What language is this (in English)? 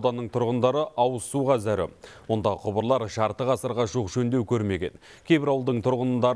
Kazakh